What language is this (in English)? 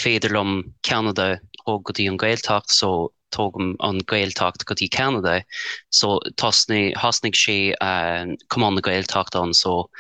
Irish